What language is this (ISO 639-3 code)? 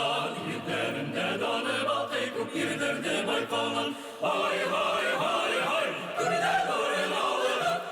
bak